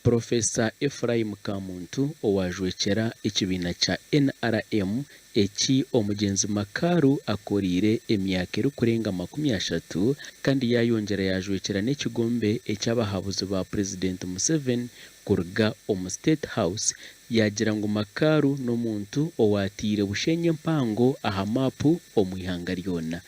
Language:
Nyankole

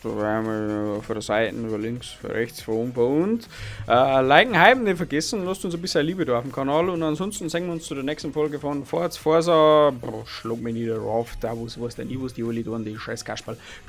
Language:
Bavarian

